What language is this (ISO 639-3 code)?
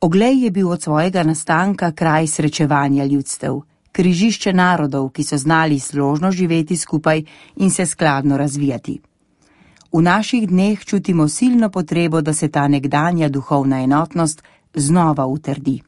slv